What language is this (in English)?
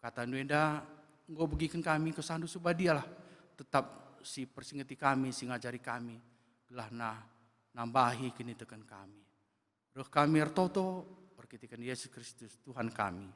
Batak Karo